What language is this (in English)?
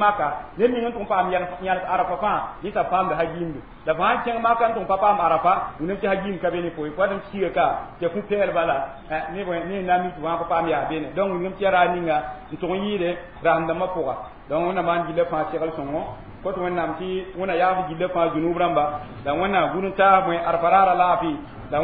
Mossi